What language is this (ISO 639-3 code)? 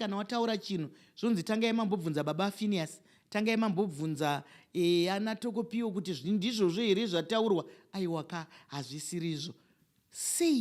sna